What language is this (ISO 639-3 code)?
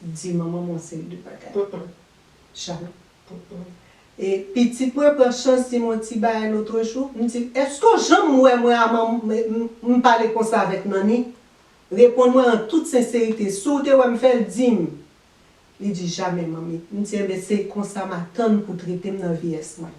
hat